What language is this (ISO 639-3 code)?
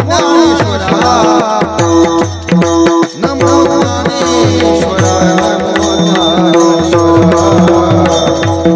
mar